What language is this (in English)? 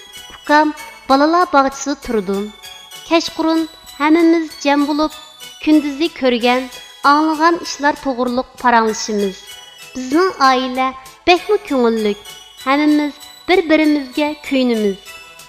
Uyghur